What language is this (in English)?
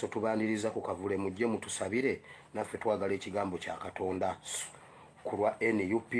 Ganda